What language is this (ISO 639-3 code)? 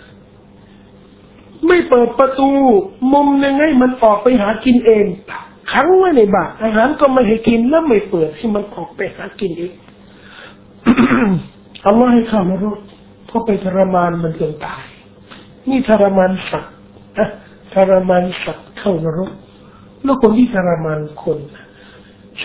tha